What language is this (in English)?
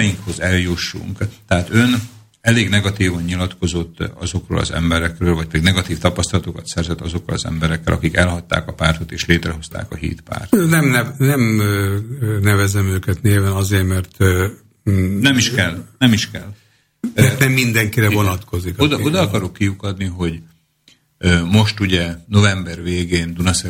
Hungarian